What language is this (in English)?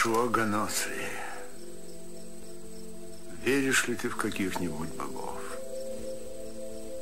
Russian